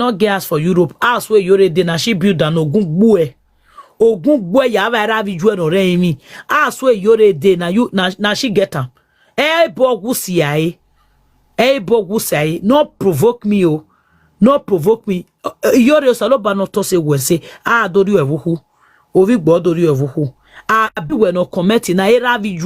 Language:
Nigerian Pidgin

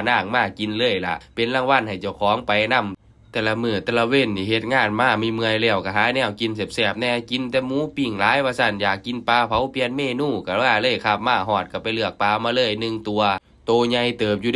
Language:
Northeastern Thai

